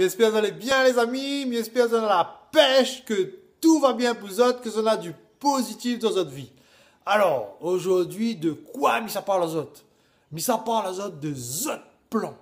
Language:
Réunion Creole French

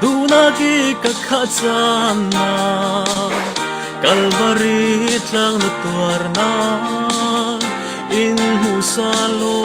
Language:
Falam Chin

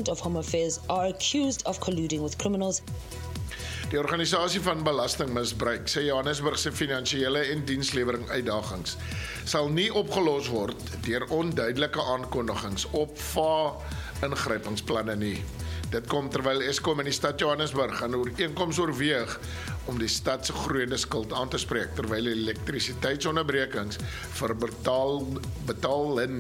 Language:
Afrikaans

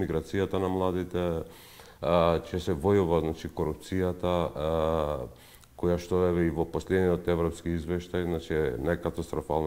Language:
Macedonian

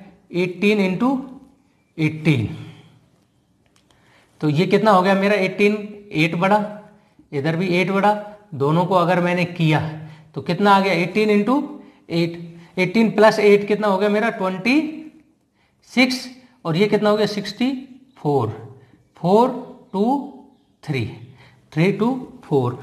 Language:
Hindi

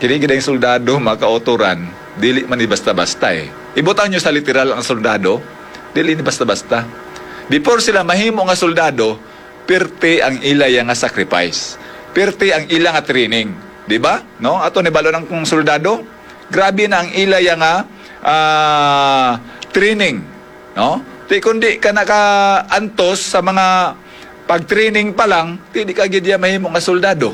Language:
Hiligaynon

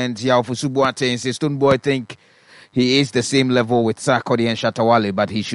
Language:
Akan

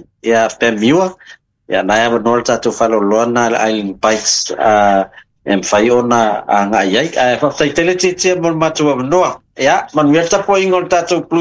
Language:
Samoan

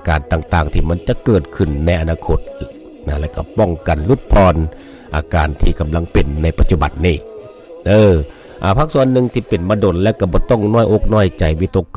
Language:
Lao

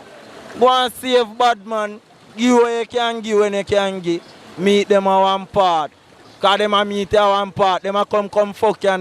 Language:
Jamaican Creole English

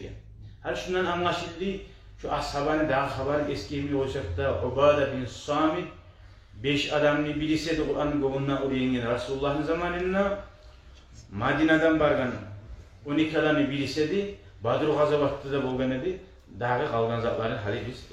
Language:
Kumyk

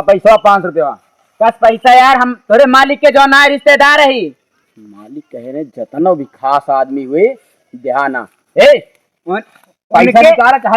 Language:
Awadhi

